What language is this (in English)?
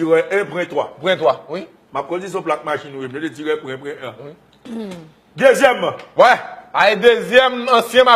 Haitian Creole